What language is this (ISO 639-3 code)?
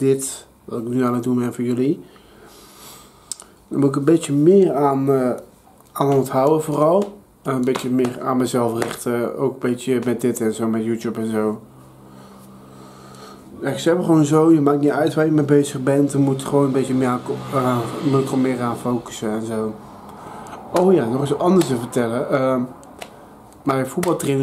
nld